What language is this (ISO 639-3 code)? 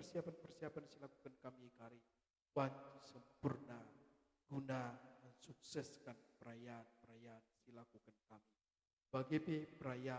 btx